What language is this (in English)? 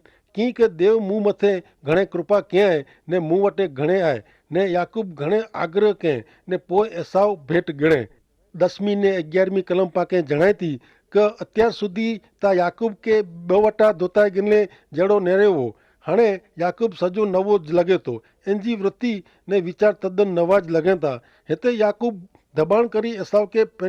Kachhi